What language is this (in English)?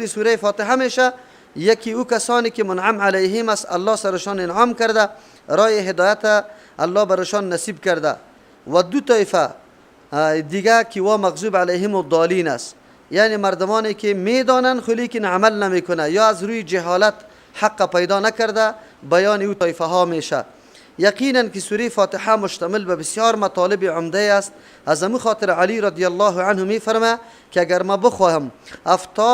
Persian